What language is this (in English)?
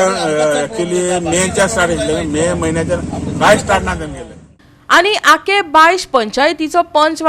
Konkani